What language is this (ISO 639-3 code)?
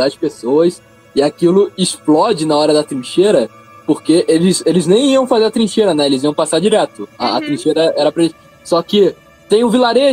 por